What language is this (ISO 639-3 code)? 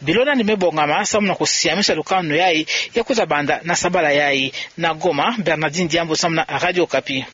ktu